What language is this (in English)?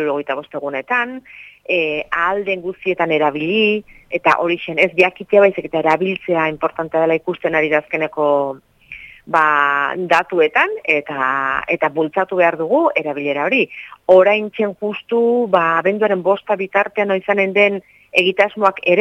Basque